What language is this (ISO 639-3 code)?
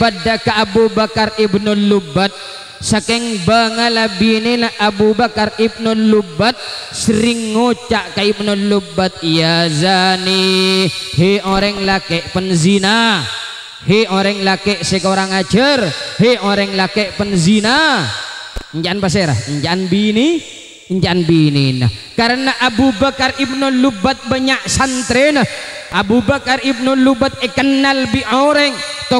mad